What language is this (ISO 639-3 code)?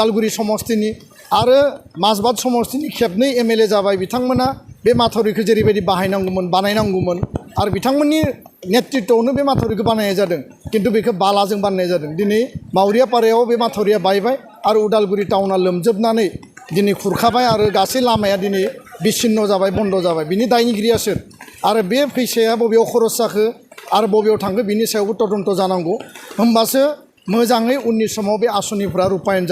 brx